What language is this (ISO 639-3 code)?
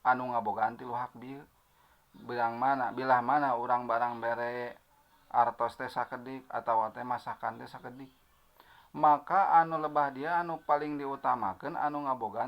sun